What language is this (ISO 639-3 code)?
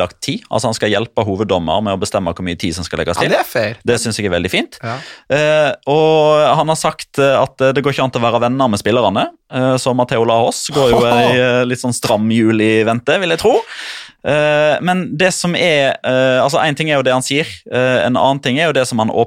nor